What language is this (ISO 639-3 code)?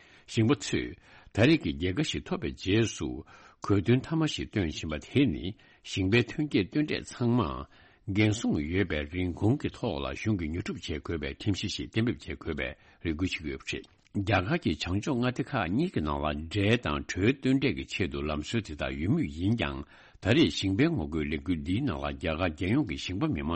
bod